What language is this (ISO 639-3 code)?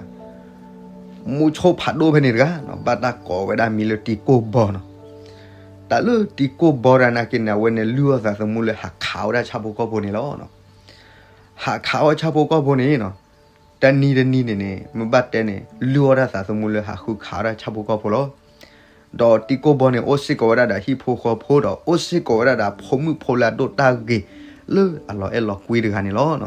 ksw